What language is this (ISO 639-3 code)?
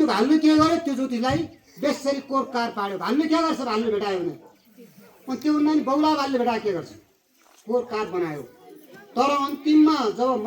nep